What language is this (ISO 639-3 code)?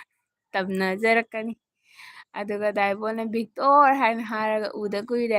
mni